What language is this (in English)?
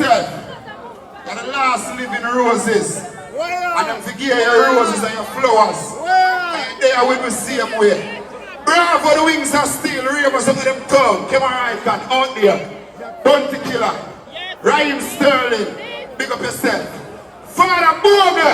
Jamaican Creole English